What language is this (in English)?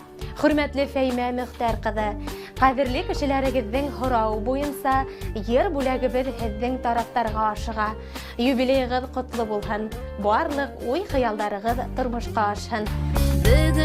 Bashkir